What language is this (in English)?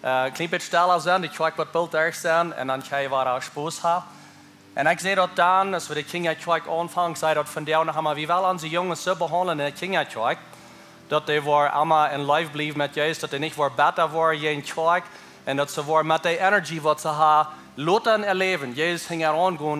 Plautdietsch